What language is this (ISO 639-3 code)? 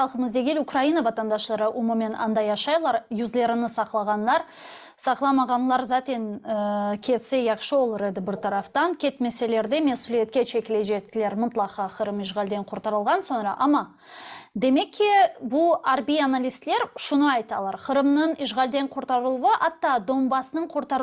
crh